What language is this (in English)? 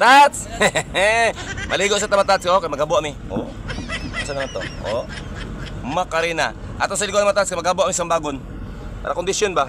Cebuano